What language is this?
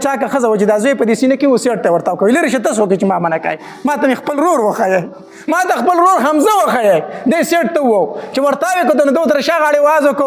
Pashto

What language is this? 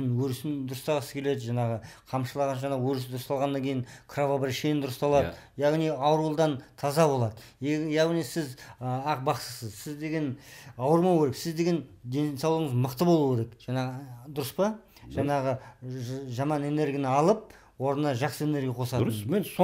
Kazakh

